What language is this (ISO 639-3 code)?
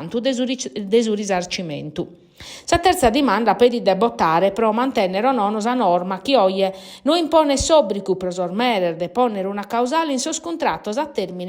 srd